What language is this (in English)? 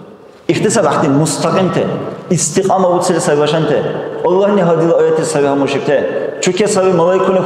Dargwa